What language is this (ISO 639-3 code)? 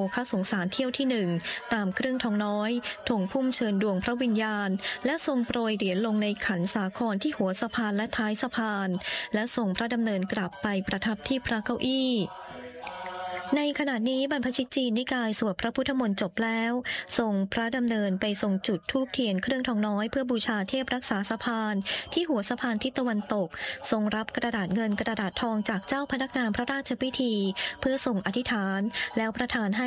tha